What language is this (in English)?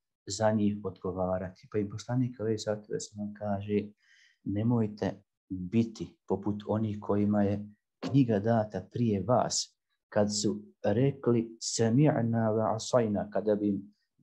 Bosnian